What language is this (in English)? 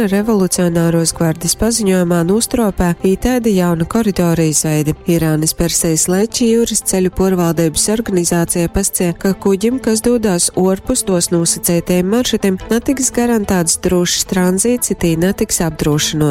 Latgalian